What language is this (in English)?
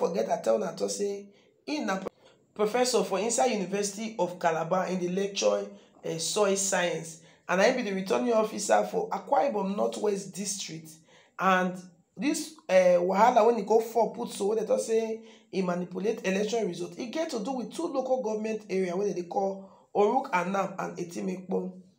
Nigerian Pidgin